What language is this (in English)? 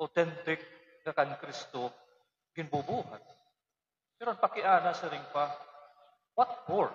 Waray